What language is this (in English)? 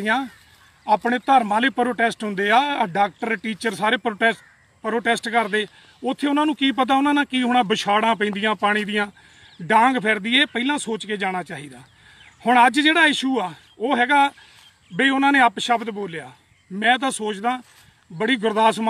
Punjabi